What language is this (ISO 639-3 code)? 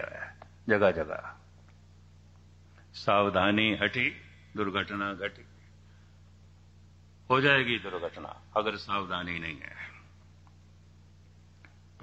pan